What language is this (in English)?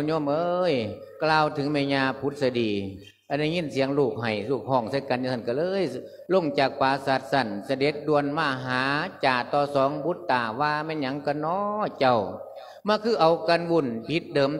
Lao